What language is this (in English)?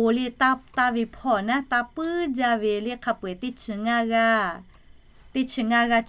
Lahu